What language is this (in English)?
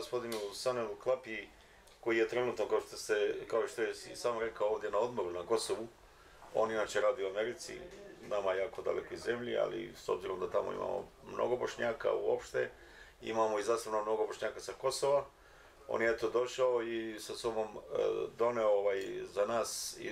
Bosnian